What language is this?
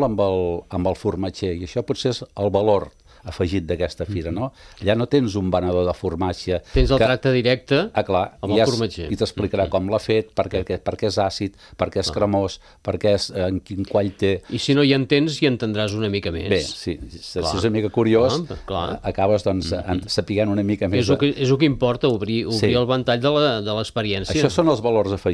Catalan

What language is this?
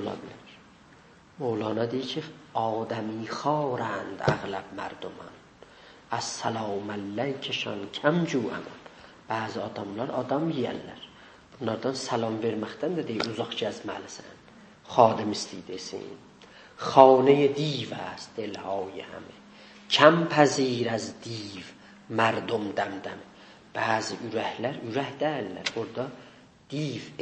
South Azerbaijani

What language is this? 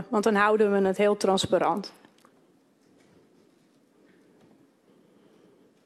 Dutch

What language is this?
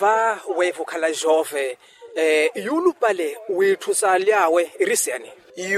Makhuwa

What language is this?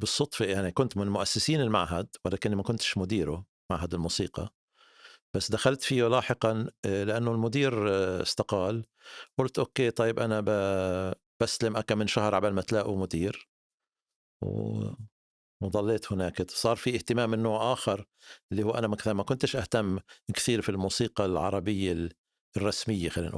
North Levantine Arabic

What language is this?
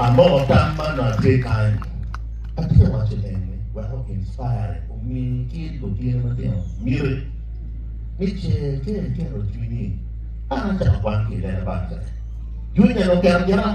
Acoli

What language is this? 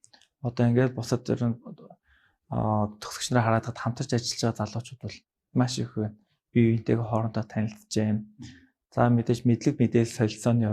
Mongolian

